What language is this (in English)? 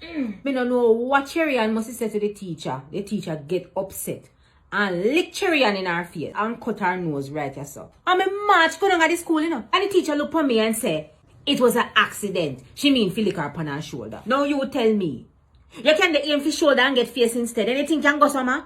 Jamaican Creole English